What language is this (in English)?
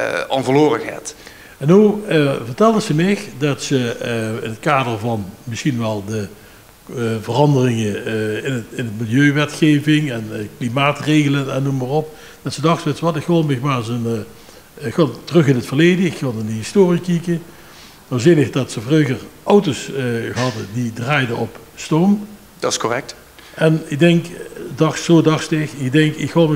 Limburgish